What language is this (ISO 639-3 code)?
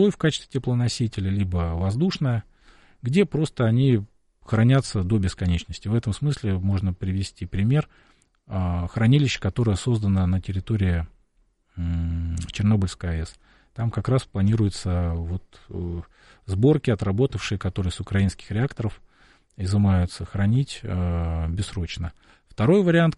rus